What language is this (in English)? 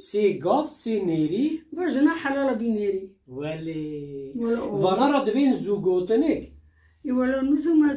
Kurdish